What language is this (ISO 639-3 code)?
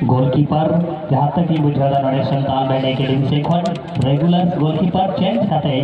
sat